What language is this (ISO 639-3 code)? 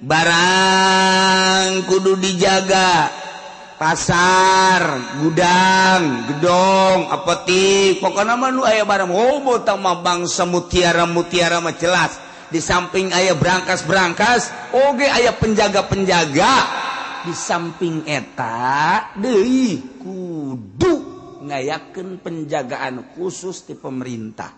sun